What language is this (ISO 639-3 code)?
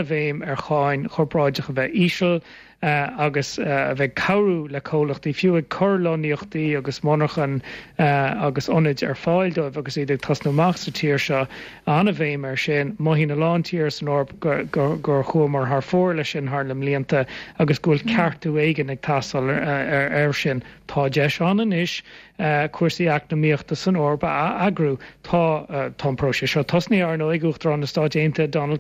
gle